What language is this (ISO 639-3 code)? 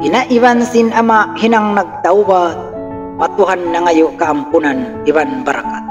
tsg